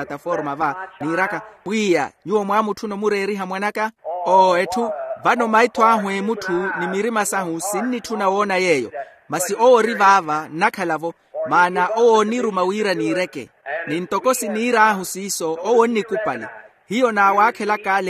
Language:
Makhuwa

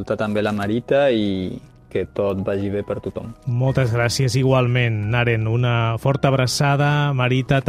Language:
Catalan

